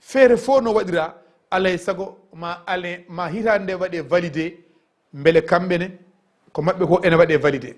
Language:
Fula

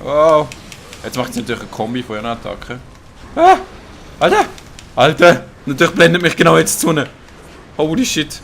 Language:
Swiss German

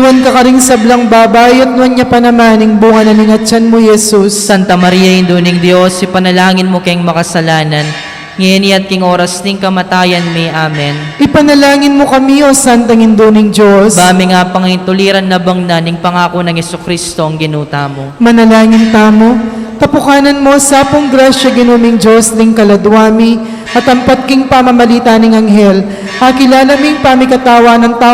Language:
Pampanga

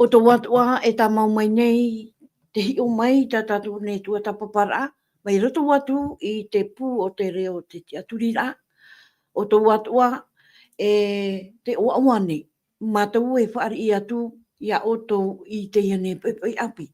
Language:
Tahitian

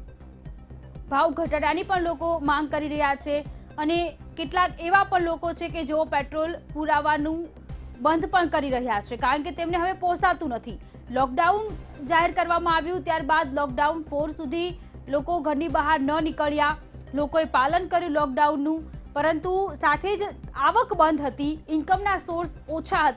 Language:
Gujarati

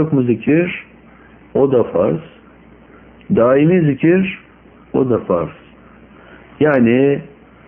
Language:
Turkish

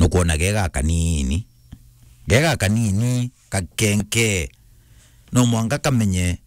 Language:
Meru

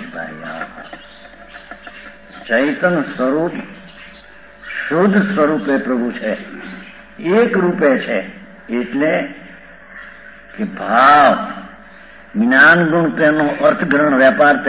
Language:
Gujarati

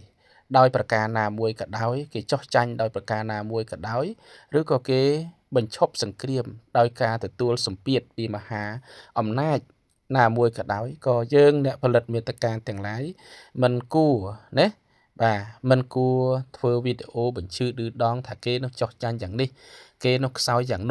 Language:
Khmer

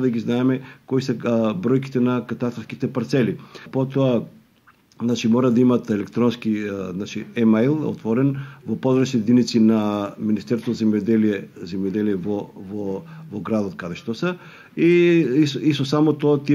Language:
Macedonian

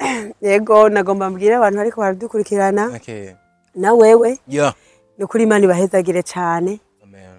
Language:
Rundi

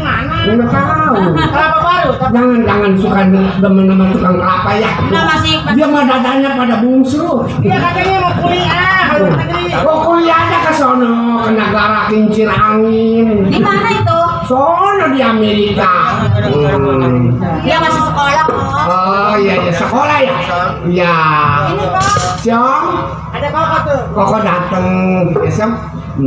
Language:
Betawi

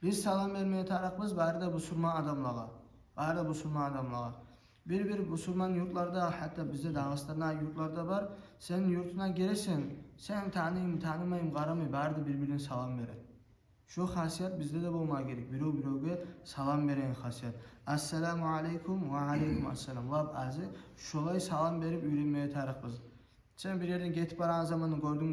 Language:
Kumyk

